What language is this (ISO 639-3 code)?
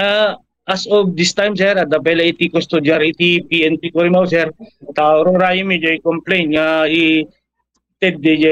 ilo